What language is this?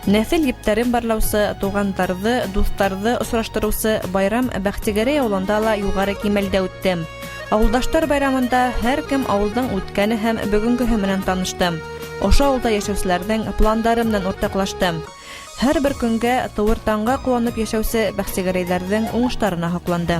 Bashkir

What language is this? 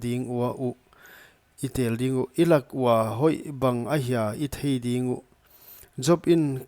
Paite Chin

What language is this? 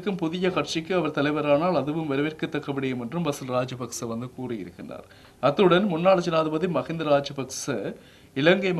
Tamil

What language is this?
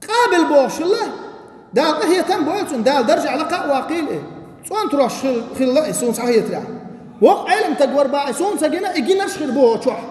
Chechen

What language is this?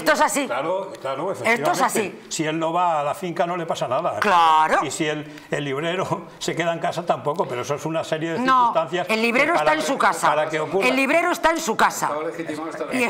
Spanish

